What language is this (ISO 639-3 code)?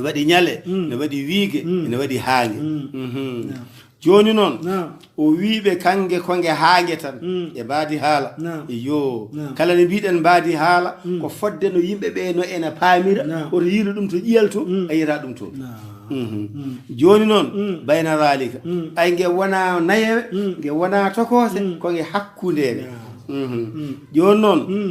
ful